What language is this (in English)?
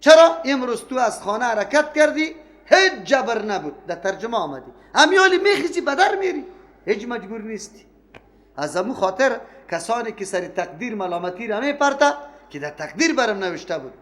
Persian